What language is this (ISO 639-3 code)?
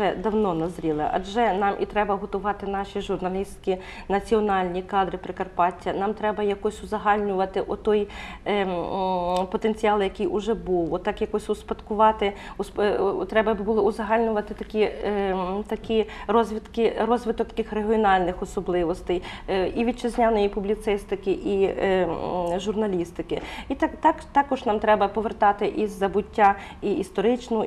ukr